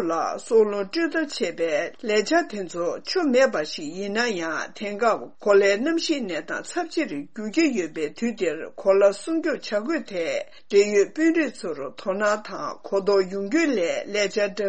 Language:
Tibetan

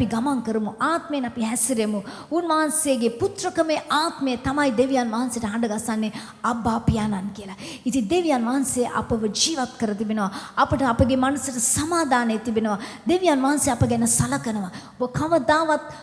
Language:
Sinhala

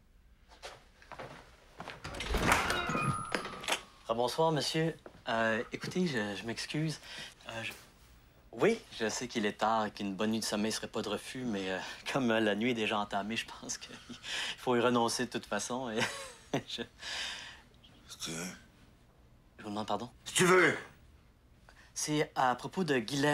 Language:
French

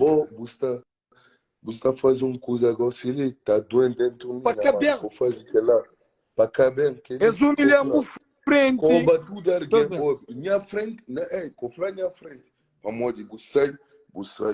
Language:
Kabuverdianu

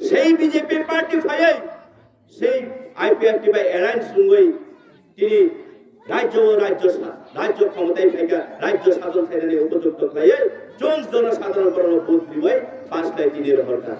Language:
Kok Borok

